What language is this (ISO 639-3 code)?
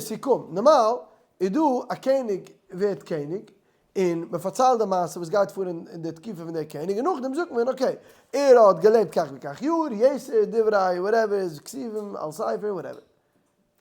yid